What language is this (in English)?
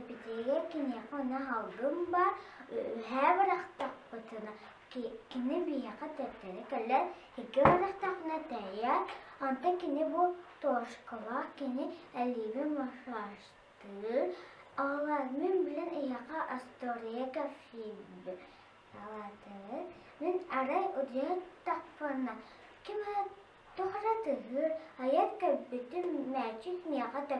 Yakut